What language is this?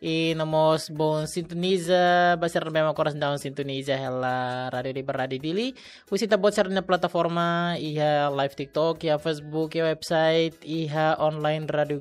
Tetum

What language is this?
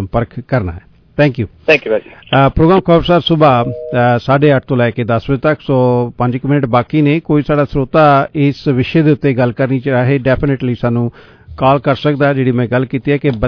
Punjabi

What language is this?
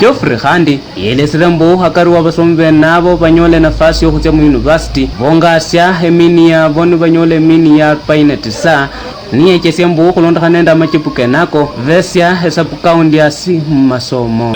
Luyia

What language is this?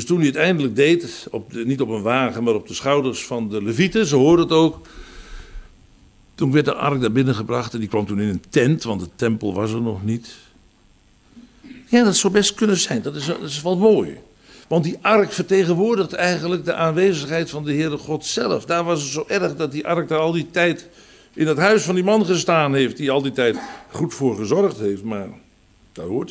Dutch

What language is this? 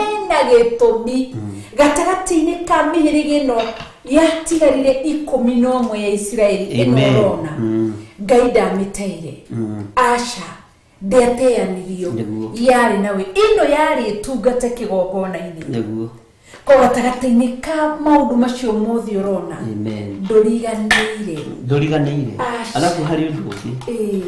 Kikuyu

